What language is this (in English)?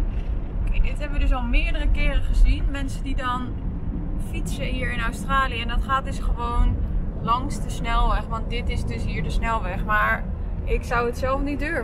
Dutch